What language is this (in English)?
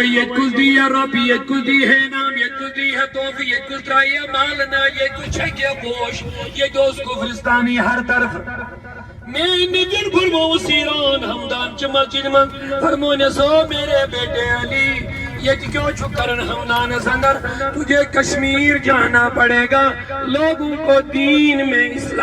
Kashmiri